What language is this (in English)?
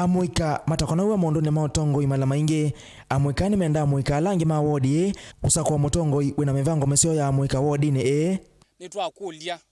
Kamba